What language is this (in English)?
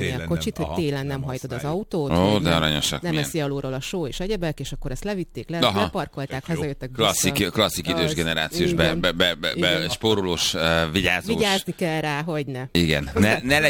Hungarian